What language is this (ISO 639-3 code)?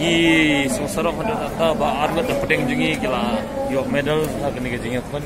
kha